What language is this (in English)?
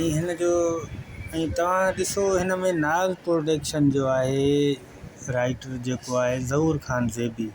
Sindhi